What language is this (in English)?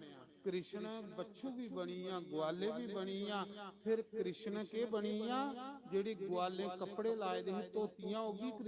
Dogri